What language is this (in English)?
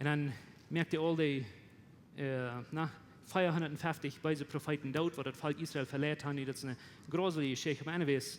Plautdietsch